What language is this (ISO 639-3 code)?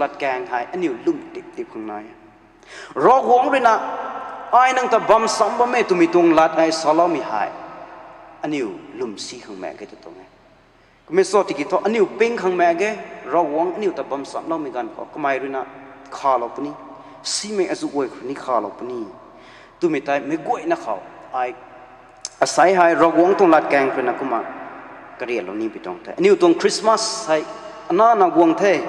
nbu